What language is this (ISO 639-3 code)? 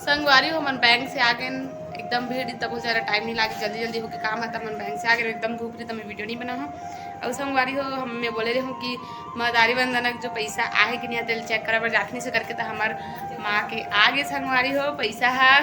hne